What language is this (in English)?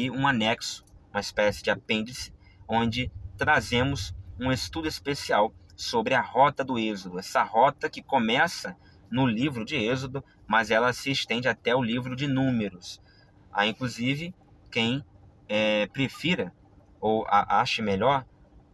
Portuguese